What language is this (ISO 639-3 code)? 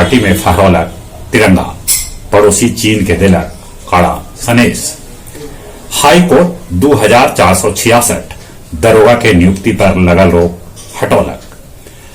mag